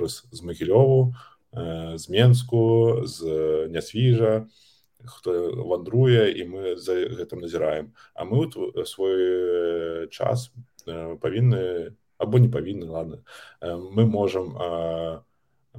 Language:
Belarusian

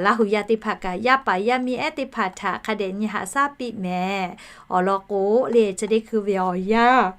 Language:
Lahu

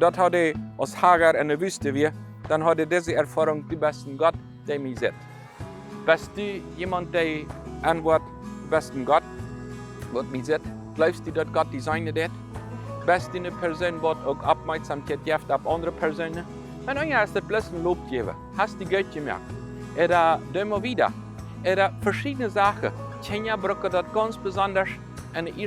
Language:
Plautdietsch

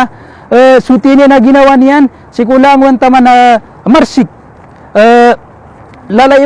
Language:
Maranao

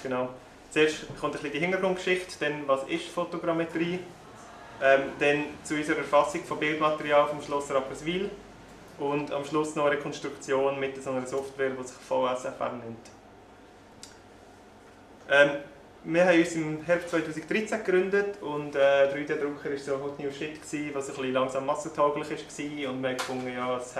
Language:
German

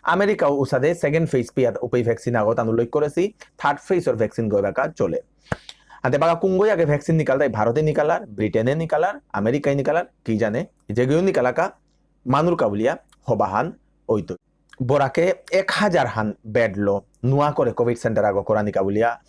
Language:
Bishnupriya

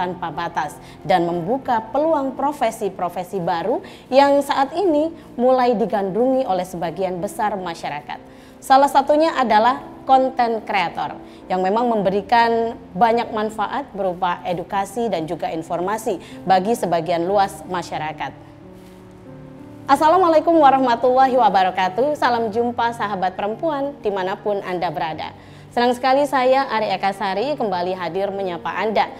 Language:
Indonesian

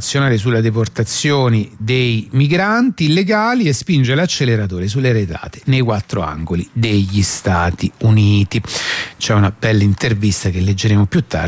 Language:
Italian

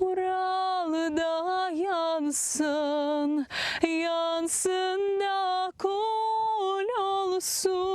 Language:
Crimean Tatar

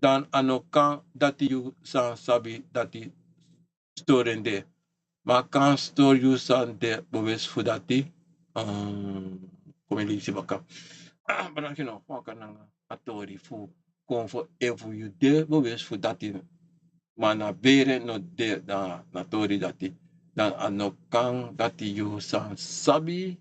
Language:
Sranan Tongo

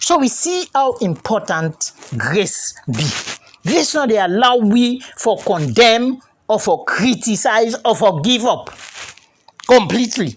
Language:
Krio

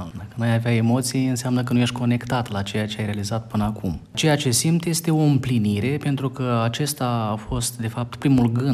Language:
Romanian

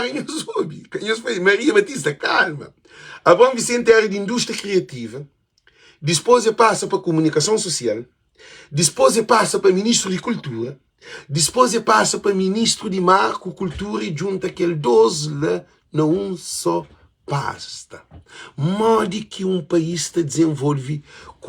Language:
Kabuverdianu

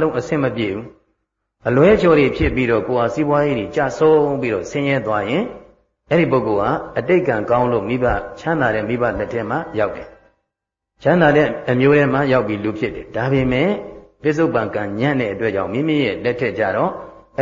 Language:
Burmese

